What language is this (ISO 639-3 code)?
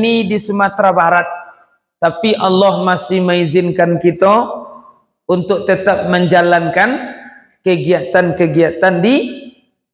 min